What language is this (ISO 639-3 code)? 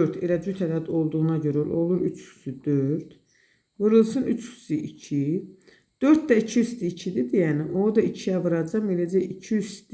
aze